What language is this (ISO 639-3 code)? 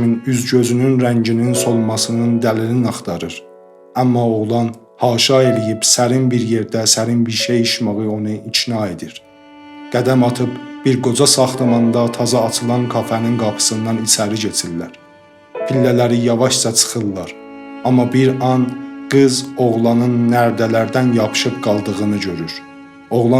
azb